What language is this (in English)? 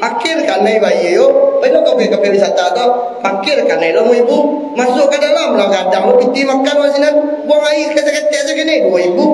Minangkabau